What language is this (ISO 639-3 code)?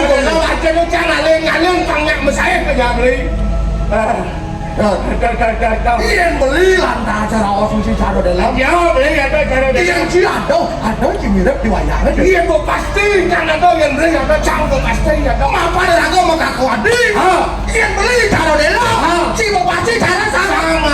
ban